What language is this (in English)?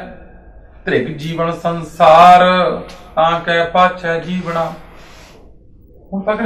Punjabi